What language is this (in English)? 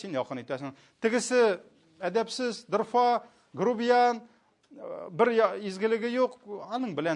Tatar